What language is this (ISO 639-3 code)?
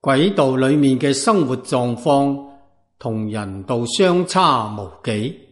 yue